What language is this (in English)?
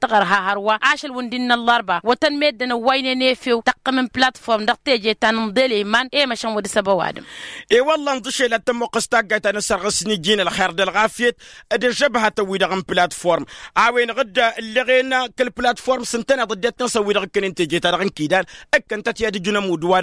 Tamasheq